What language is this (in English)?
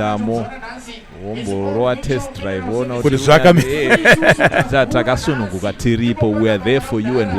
Shona